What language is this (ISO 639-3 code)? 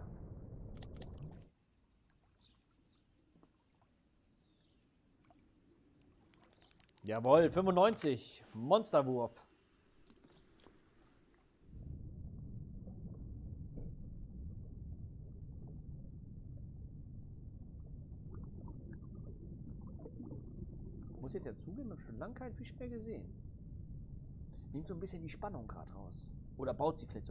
deu